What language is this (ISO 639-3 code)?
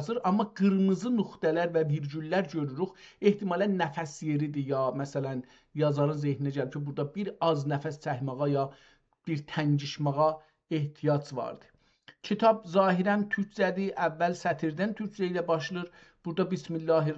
azb